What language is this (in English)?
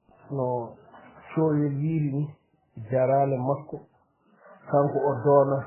Fula